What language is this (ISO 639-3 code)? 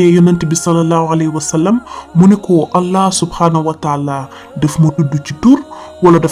wol